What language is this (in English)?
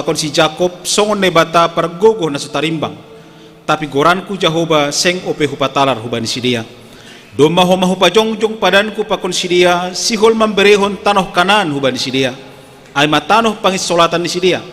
Batak Simalungun